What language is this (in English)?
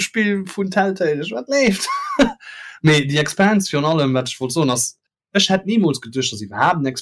Luxembourgish